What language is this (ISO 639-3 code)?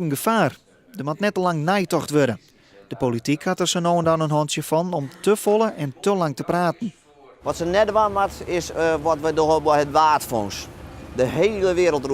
fry